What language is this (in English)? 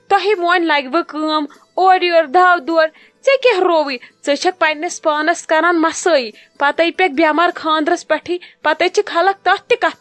Kashmiri